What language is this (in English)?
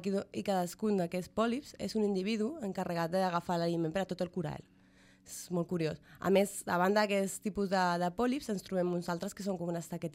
Catalan